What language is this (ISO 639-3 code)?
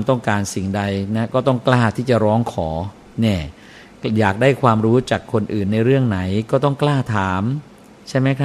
tha